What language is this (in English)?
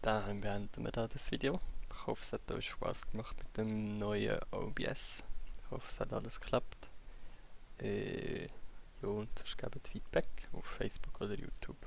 Swiss German